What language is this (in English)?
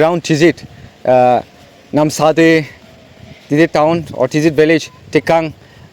Naga Pidgin